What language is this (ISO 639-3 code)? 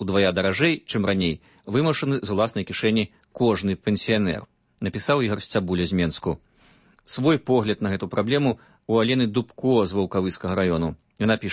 bel